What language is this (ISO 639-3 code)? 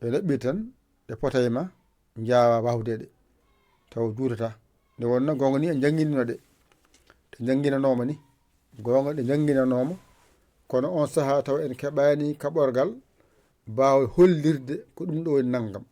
ful